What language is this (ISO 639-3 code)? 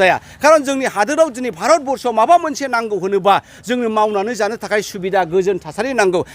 brx